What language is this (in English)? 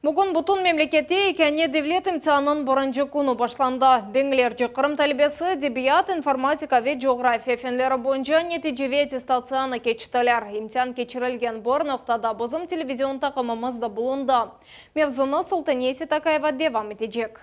Crimean Tatar